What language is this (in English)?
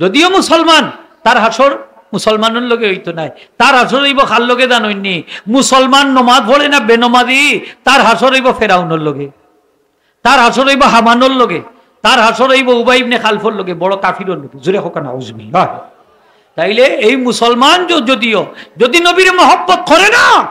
Sylheti